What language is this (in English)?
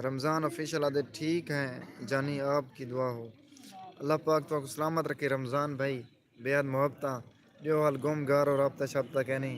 Saraiki